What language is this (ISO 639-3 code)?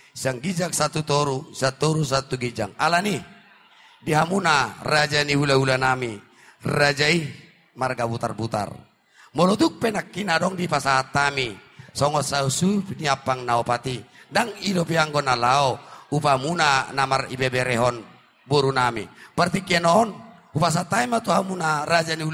bbc